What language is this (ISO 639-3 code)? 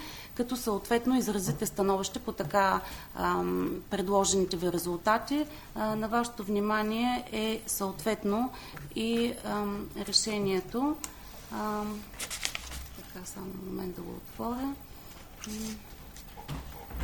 bul